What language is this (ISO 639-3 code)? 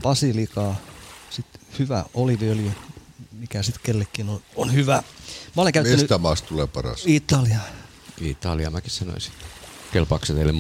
fin